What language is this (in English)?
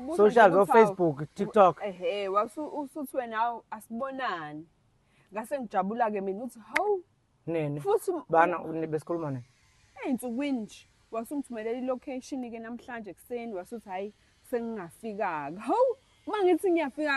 Zulu